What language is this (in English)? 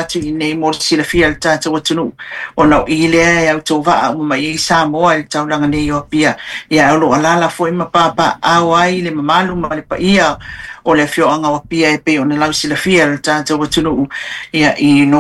Samoan